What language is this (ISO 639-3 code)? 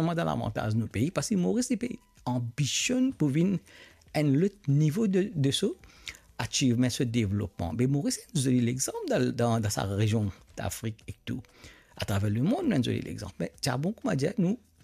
mfe